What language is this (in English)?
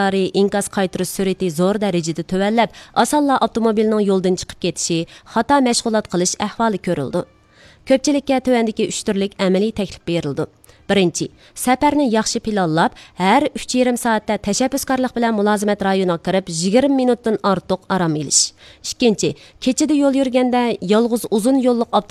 Uyghur